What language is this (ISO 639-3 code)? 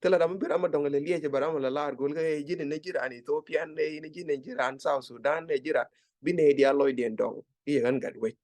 nus